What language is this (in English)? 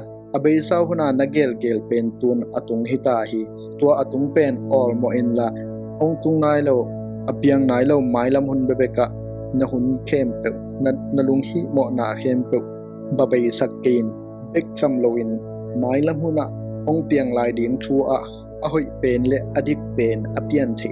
Tedim Chin